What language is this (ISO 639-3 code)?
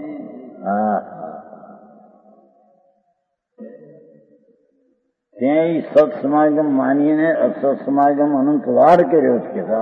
guj